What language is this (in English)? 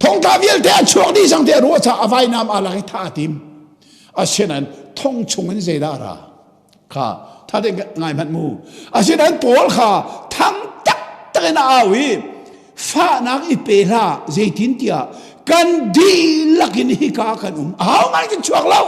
Hakha Chin